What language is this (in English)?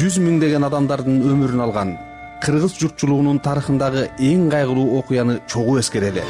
Kyrgyz